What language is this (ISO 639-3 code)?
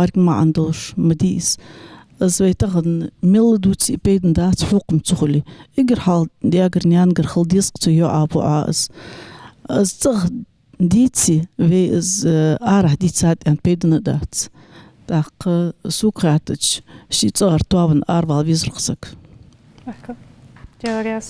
inh